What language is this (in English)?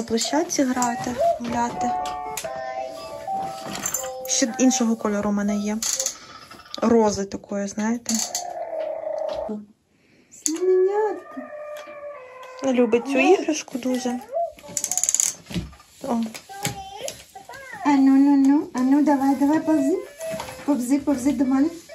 Ukrainian